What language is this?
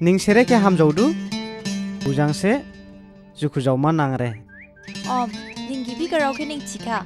Dimasa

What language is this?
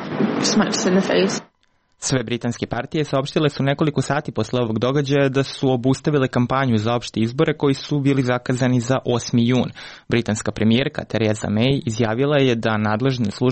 Serbian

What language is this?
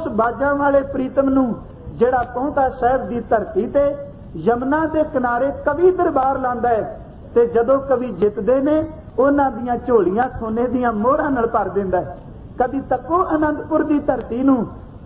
Punjabi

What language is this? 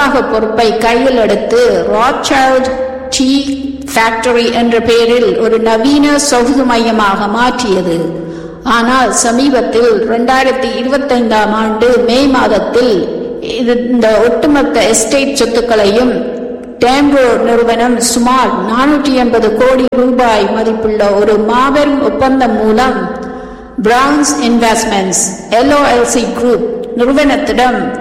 Tamil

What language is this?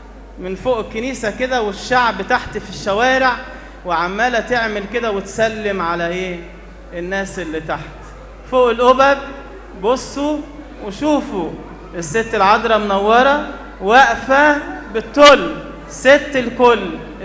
Egyptian Arabic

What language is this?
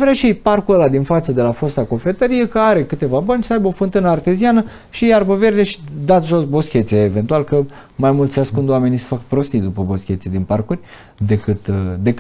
Romanian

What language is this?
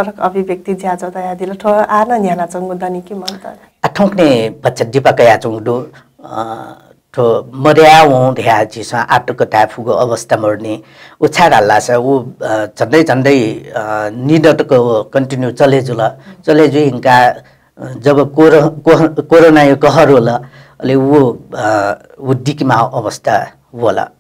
Newari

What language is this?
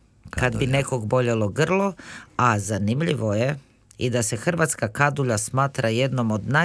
Croatian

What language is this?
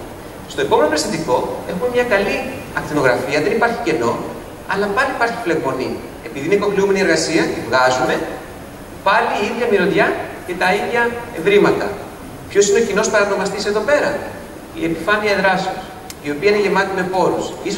Greek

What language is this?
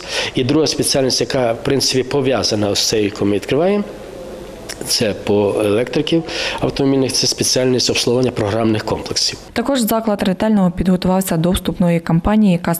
Ukrainian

